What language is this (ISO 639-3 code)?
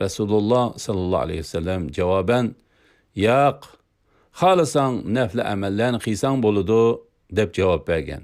uig